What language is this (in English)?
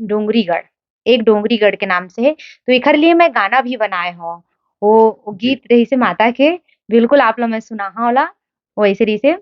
Chhattisgarhi